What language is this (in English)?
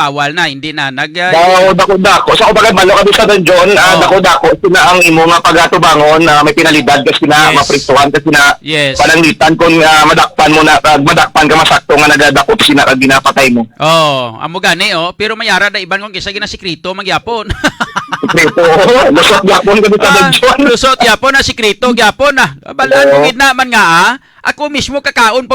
Hiligaynon